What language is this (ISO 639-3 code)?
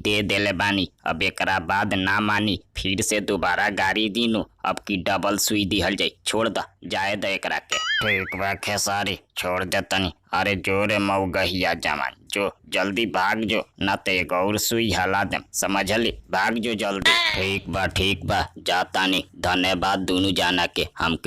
bho